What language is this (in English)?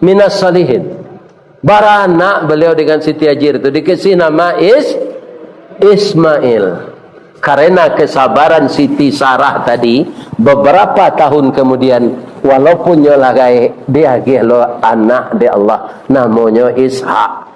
Minangkabau